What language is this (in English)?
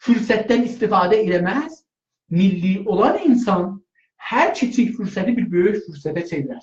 South Azerbaijani